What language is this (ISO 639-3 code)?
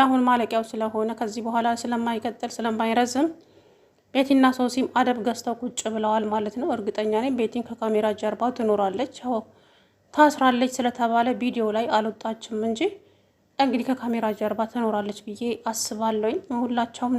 amh